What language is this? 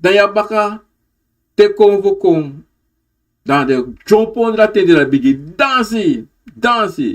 Sranan Tongo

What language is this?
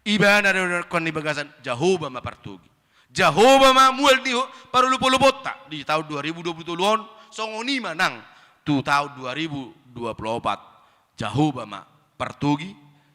Batak Toba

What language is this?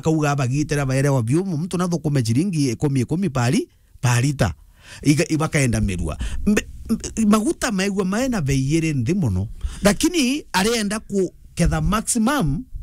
Meru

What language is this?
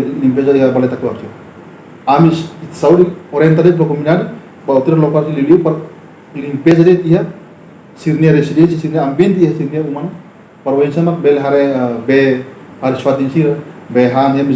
Tetum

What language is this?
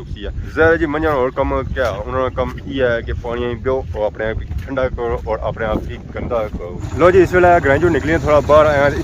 Pahari-Potwari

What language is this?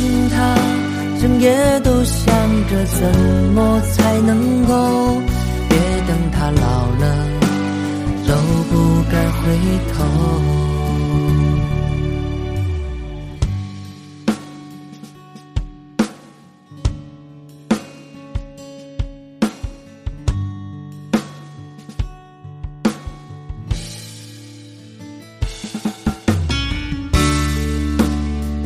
Chinese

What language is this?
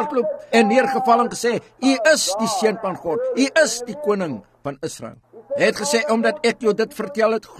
Afrikaans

